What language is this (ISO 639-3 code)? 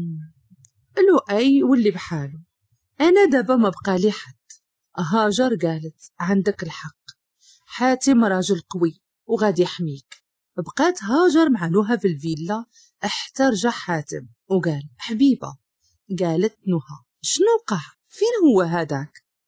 ary